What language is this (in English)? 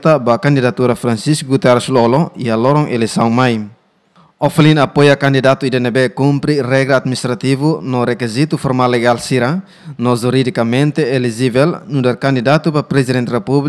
Tetum